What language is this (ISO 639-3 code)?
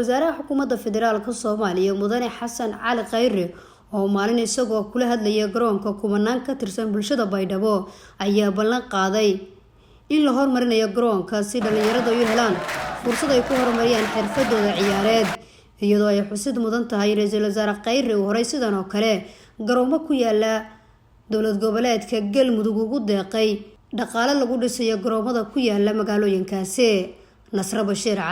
som